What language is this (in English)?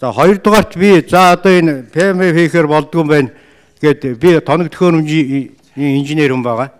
Mongolian